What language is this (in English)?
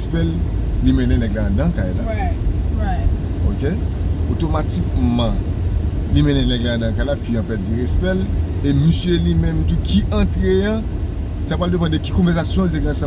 Haitian Creole